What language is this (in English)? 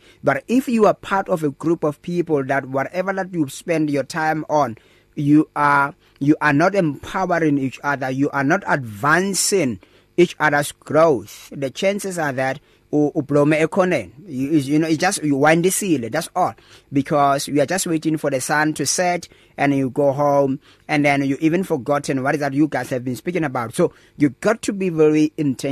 English